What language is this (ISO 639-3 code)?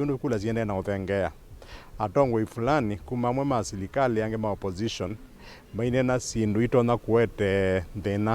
kam